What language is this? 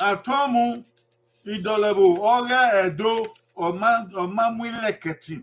Bini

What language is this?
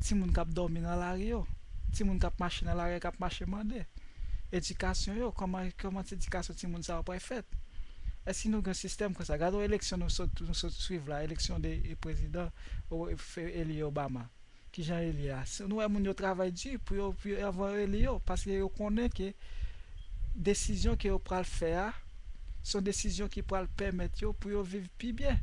Haitian Creole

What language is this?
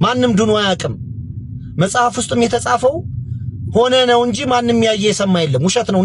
Amharic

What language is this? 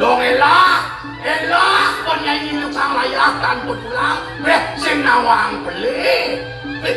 Balinese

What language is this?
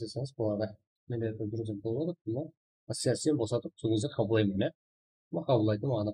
Kara-Kalpak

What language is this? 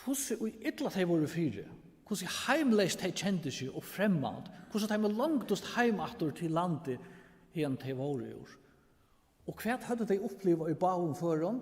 Faroese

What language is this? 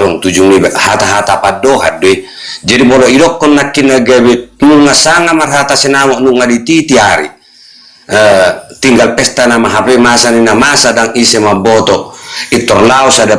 Batak Toba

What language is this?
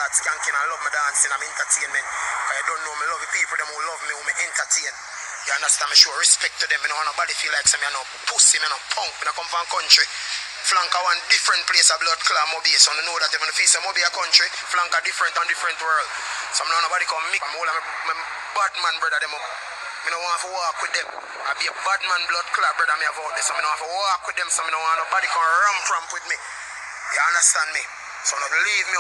Jamaican Creole English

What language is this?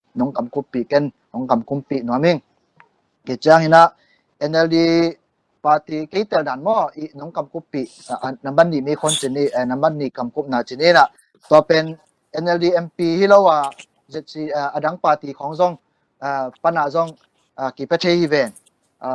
Tedim Chin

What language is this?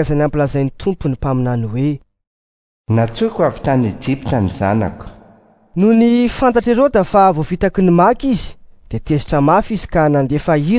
Malagasy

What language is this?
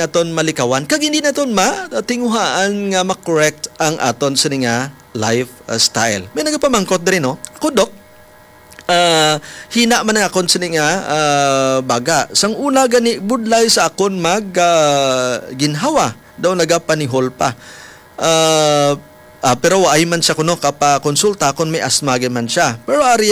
Hiligaynon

